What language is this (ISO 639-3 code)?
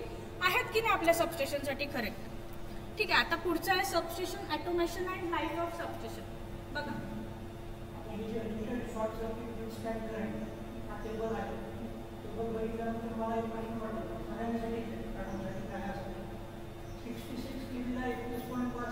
mar